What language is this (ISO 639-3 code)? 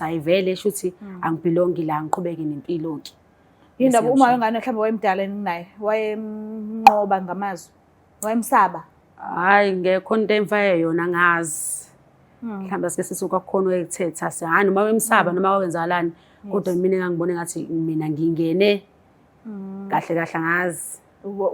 zul